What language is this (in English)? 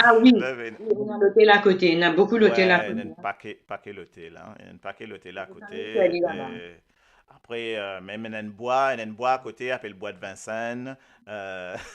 Morisyen